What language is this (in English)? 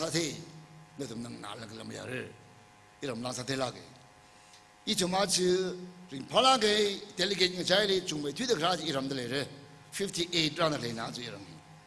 Tangkhul Naga (India)